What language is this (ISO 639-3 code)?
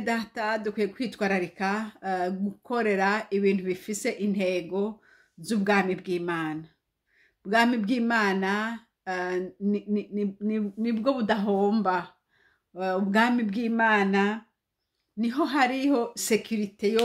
run